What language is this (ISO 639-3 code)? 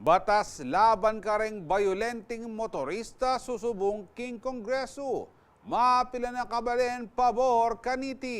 pam